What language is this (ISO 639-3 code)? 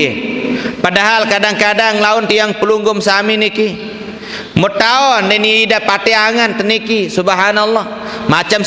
sas